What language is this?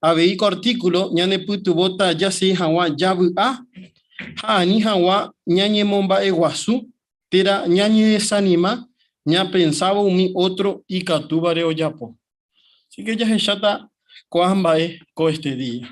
Guarani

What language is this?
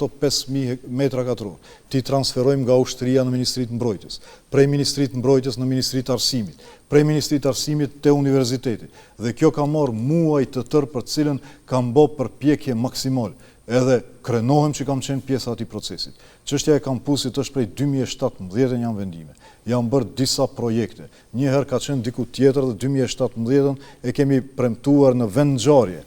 Albanian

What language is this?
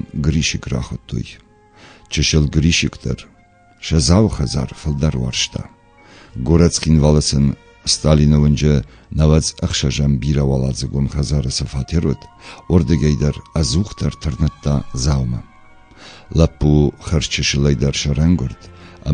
Ossetic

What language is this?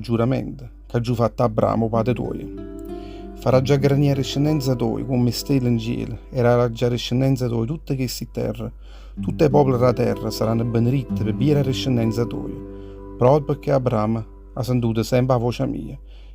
Neapolitan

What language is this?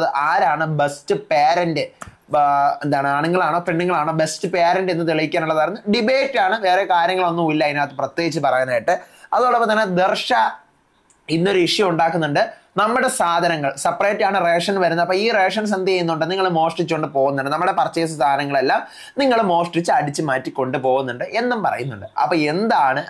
Malayalam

